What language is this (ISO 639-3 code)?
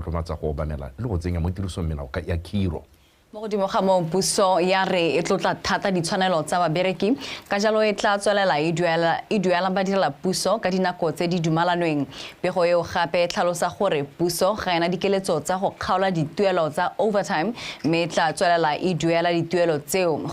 tsn